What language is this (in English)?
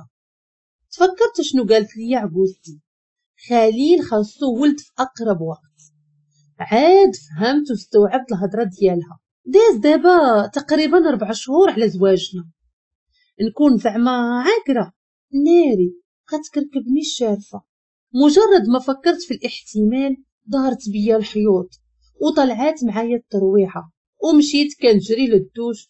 Moroccan Arabic